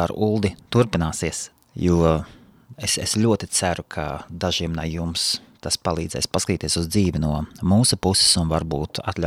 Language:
Latvian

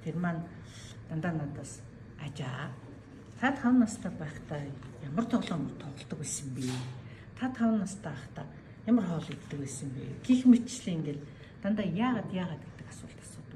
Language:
Mongolian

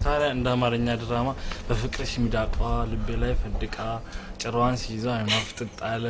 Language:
Amharic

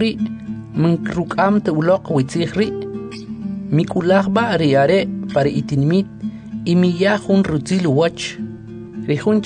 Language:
Kʼicheʼ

